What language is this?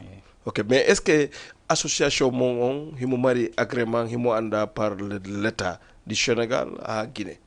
Fula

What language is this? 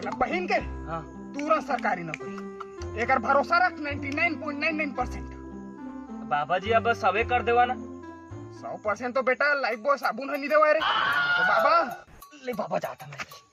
Chhattisgarhi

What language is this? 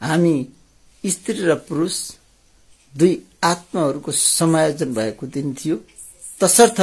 Nepali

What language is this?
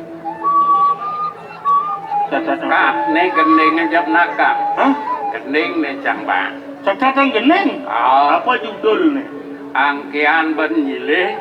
Balinese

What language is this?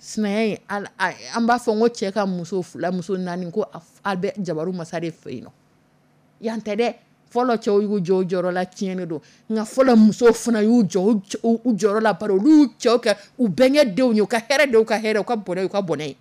Dyula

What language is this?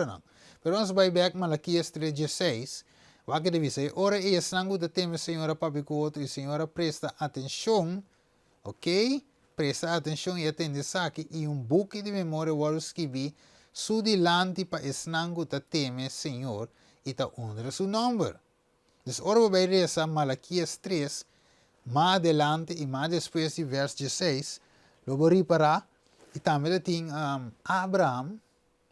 Papiamento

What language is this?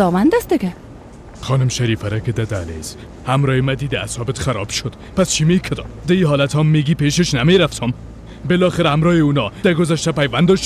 Persian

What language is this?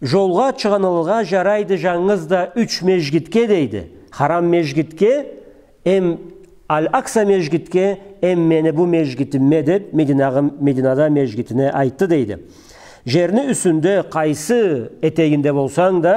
Karachay-Balkar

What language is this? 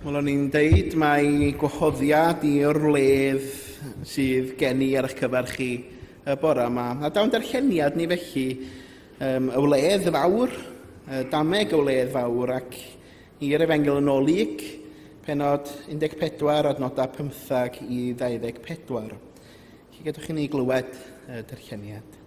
Welsh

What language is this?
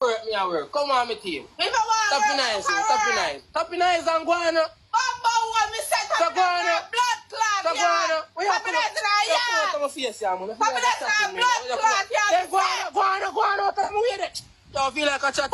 Jamaican Creole English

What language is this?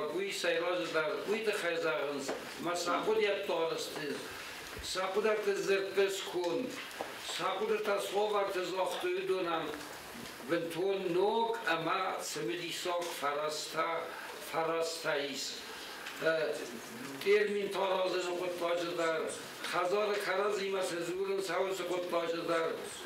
Ossetic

